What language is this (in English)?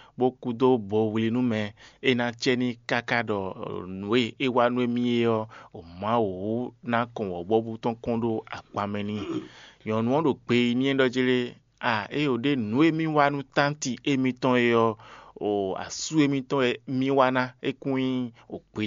Fon